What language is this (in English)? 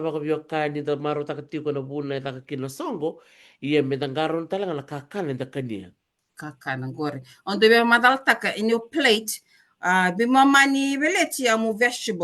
Fijian